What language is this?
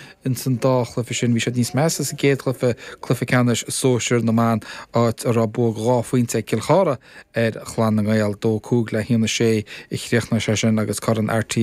Irish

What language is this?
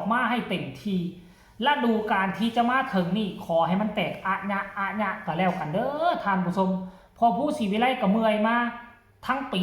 Northeastern Thai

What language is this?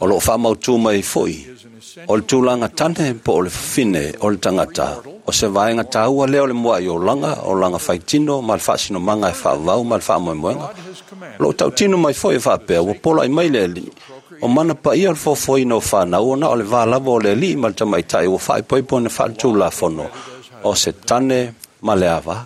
Samoan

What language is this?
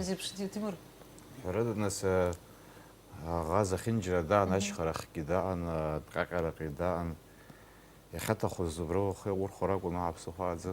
Abkhazian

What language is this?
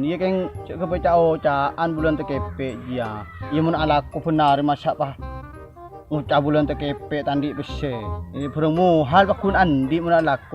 Madurese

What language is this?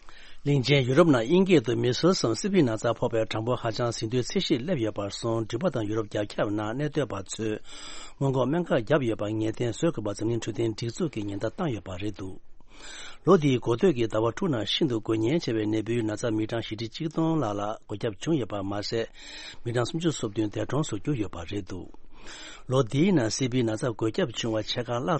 Tibetan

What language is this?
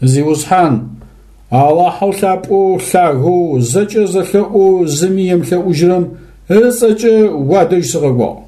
Adyghe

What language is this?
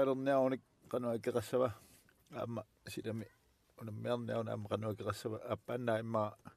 Kalaallisut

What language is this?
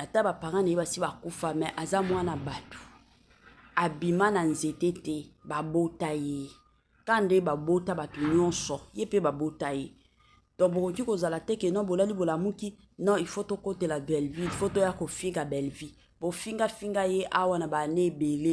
Lingala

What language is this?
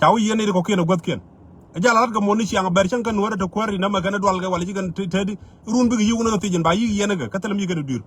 Nuer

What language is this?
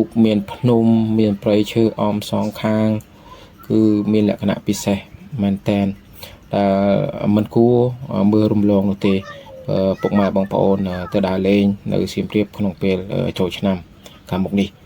Khmer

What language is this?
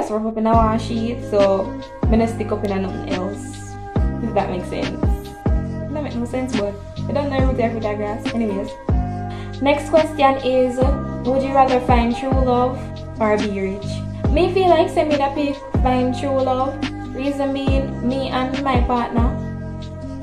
Jamaican Creole English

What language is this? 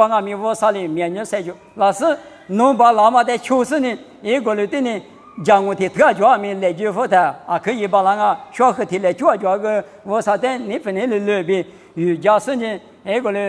Lisu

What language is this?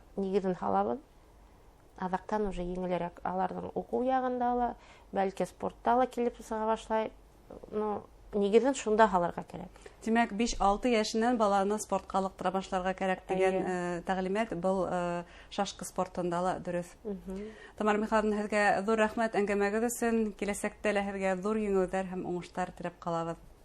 Bashkir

